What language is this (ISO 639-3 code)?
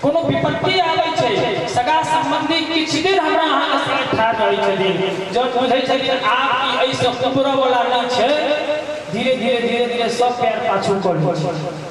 mai